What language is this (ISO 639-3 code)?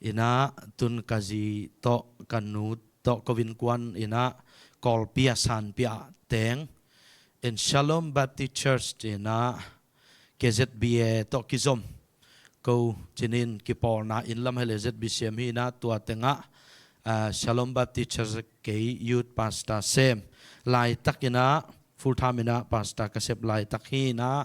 ctd